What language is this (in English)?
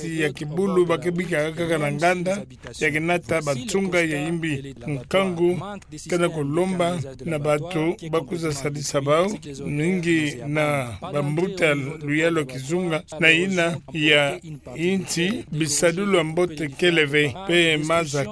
Kituba (Democratic Republic of Congo)